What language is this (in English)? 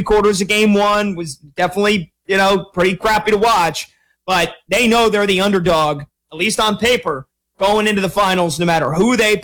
English